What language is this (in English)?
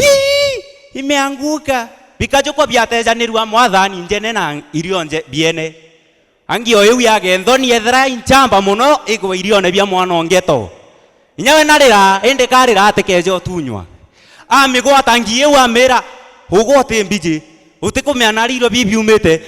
Meru